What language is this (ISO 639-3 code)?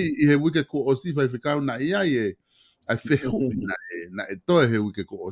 ton